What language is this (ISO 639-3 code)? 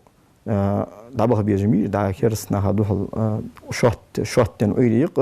inh